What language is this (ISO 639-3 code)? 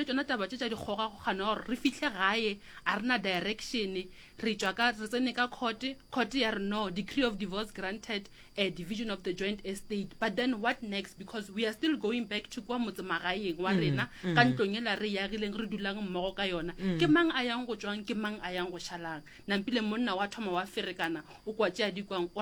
nso